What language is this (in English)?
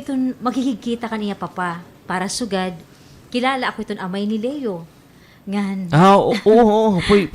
Waray